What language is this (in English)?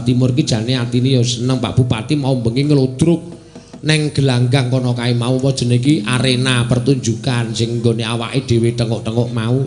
Javanese